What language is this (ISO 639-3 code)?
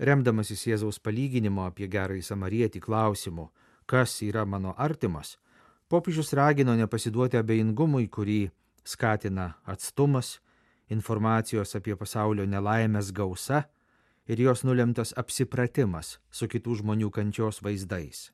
lit